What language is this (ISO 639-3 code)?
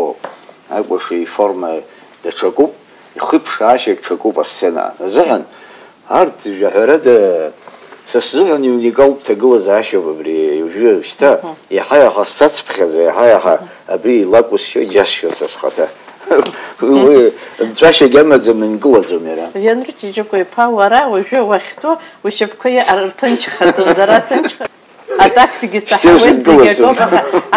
abk